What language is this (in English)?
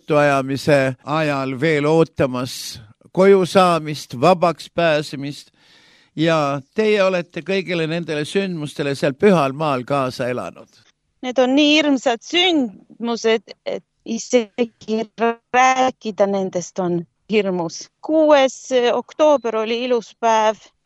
Estonian